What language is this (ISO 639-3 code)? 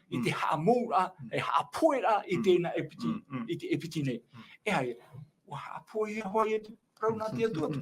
tah